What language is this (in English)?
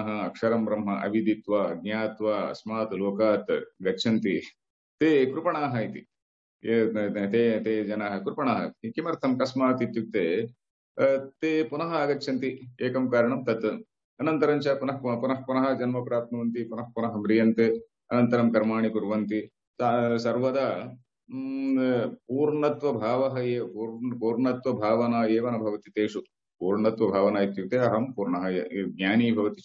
Sanskrit